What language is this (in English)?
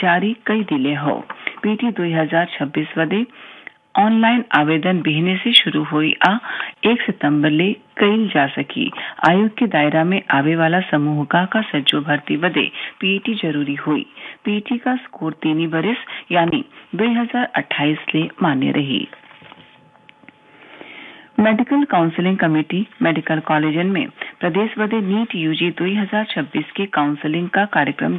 Bhojpuri